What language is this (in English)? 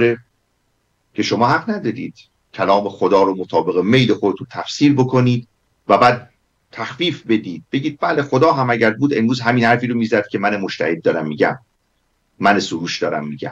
Persian